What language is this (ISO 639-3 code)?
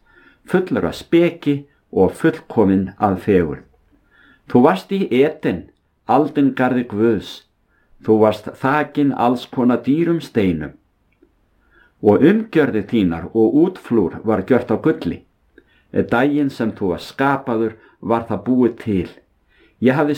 isl